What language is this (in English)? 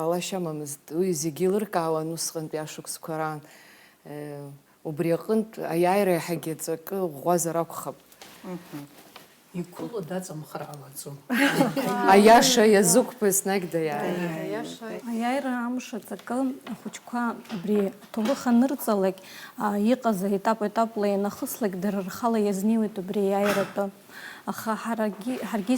Abkhazian